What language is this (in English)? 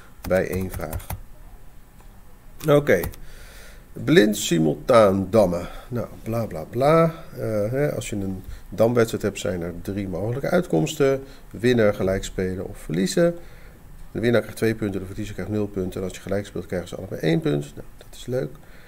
Dutch